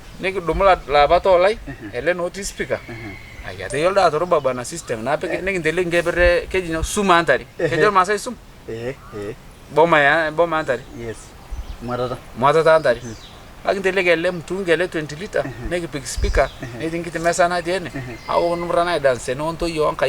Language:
Masai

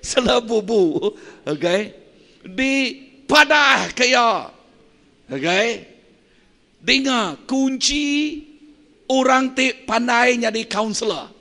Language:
Iban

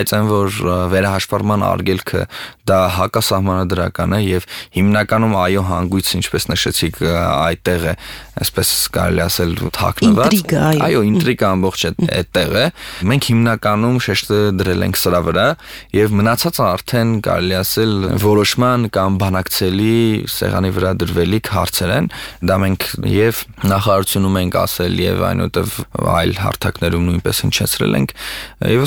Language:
Armenian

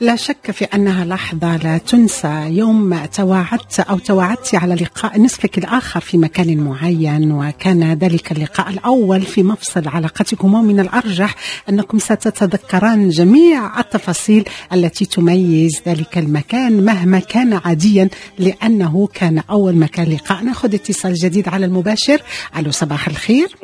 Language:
Moroccan Arabic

